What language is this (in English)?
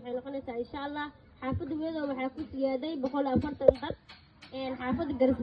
Somali